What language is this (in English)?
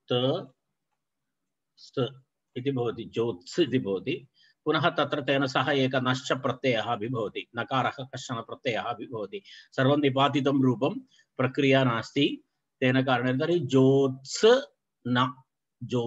Sanskrit